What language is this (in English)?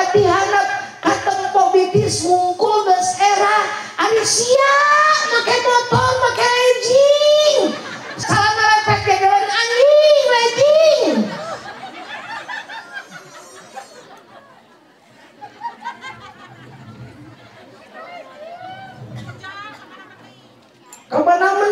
Sundanese